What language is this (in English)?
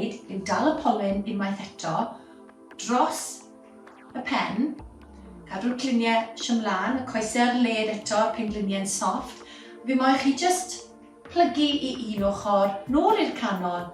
Welsh